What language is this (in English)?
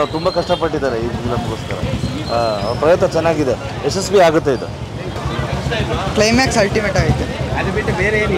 Kannada